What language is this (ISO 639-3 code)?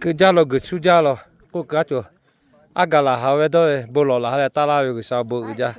lhu